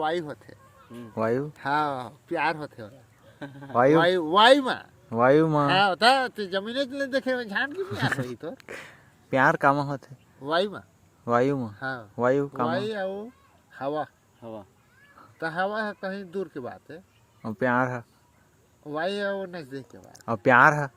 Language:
Chhattisgarhi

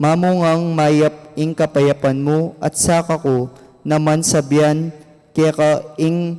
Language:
Pampanga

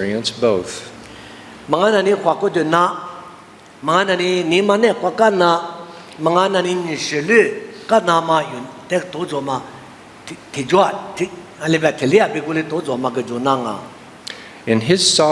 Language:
Lisu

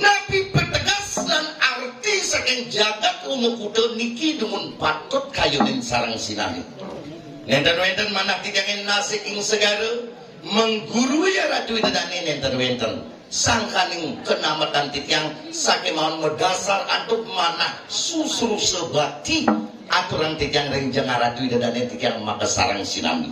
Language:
Balinese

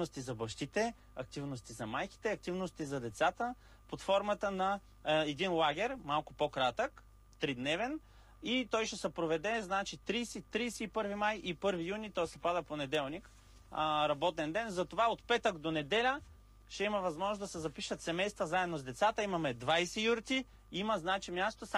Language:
Bulgarian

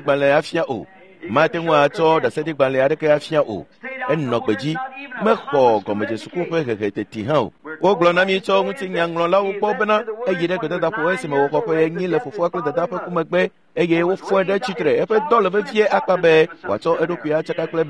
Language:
Ewe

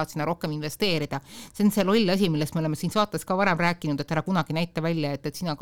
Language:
Estonian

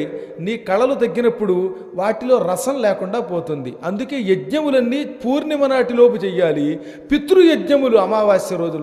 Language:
Telugu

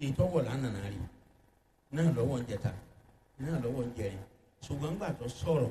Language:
Yoruba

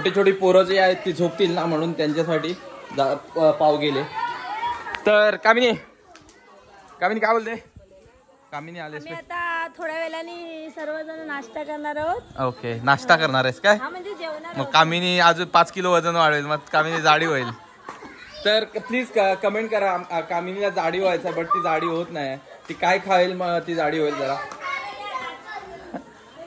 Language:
Marathi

